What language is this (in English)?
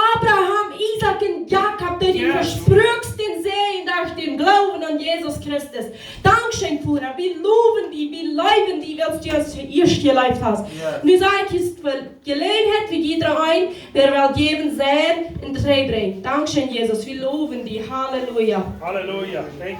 Plautdietsch